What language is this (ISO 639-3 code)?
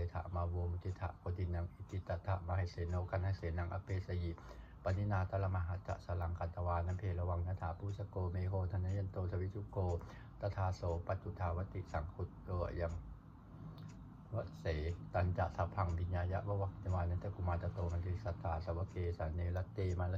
pli